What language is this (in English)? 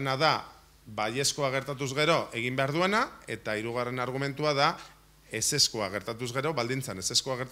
Basque